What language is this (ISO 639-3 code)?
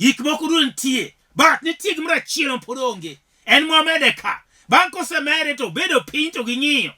luo